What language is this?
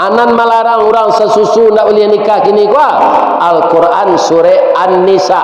Minangkabau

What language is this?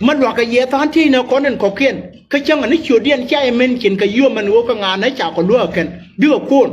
Nuer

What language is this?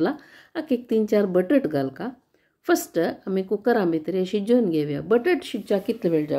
Konkani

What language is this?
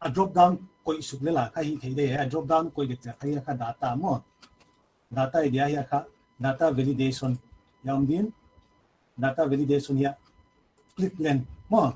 Paite Chin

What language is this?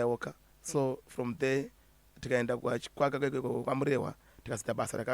Shona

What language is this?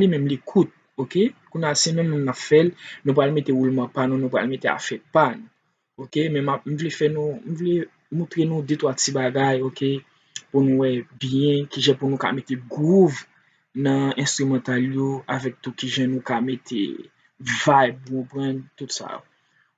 Haitian Creole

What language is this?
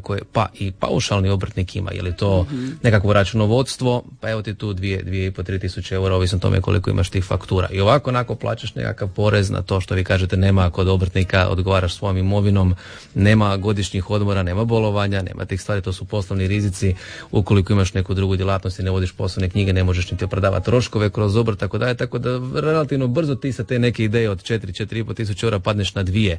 Croatian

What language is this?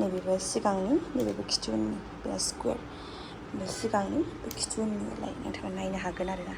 Bodo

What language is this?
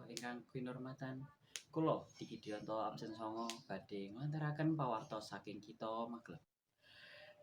Javanese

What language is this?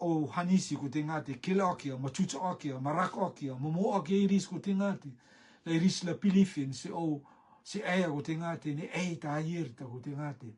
Rotuman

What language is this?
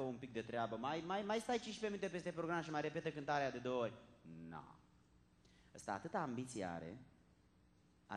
Romanian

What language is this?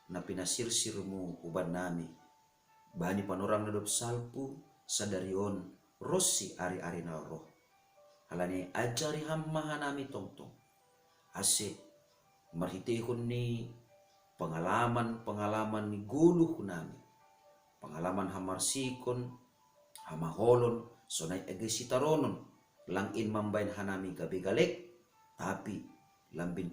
Batak Simalungun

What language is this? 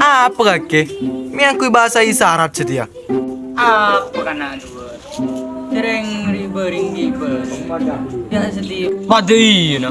Madurese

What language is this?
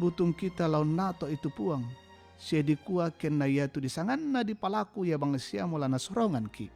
Toraja-Sa'dan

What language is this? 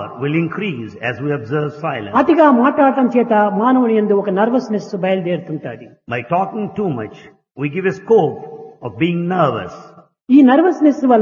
Telugu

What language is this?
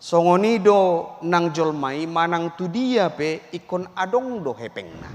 Batak Toba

